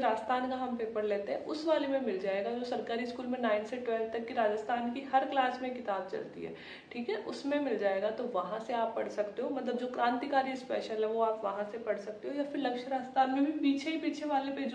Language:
Hindi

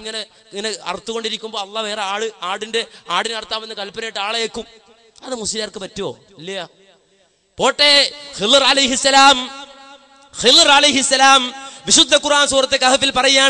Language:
Malayalam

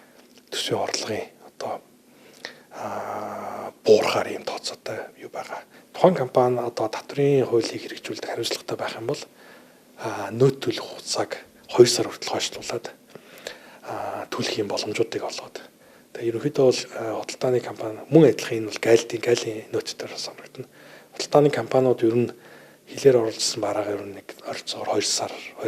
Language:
Mongolian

